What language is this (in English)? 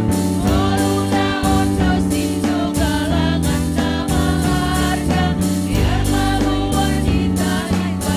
Batak Simalungun